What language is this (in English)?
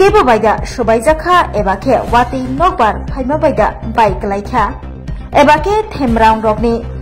Kok Borok